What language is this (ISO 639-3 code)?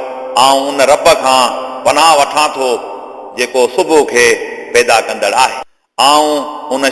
snd